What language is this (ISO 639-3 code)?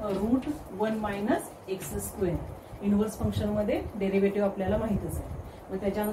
mar